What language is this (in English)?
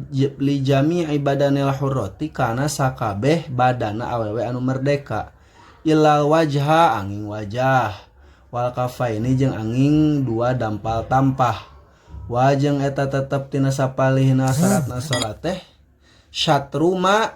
Sundanese